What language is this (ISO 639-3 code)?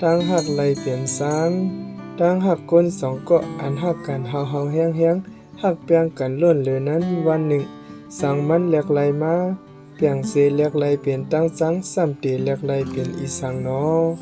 shn